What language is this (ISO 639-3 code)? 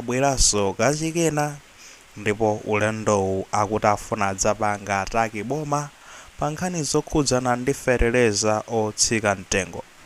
nya